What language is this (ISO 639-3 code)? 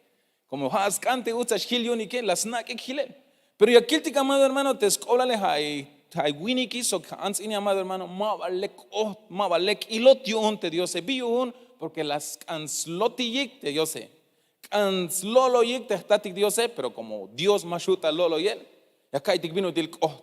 tzh